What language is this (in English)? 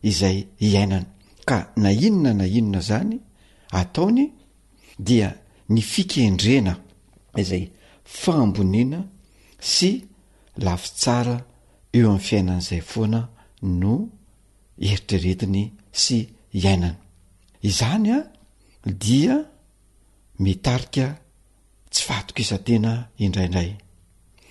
Malagasy